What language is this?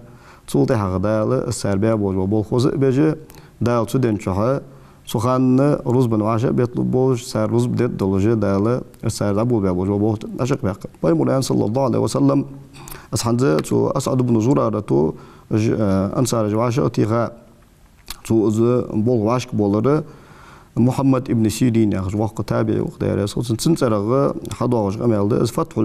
Ingush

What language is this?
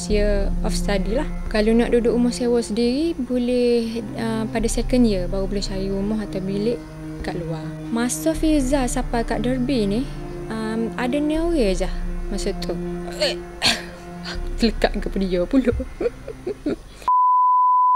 Malay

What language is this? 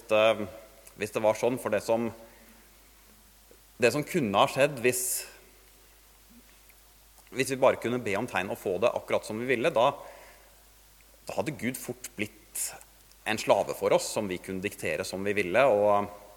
Norwegian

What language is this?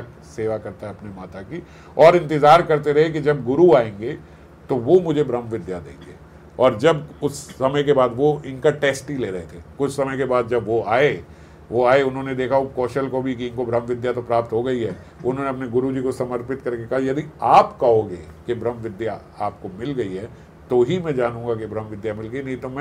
Hindi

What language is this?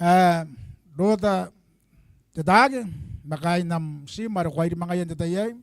Gilbertese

